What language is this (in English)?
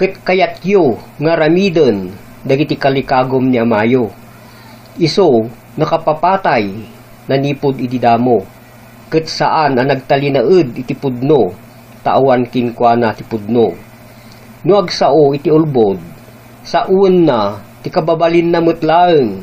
Iloko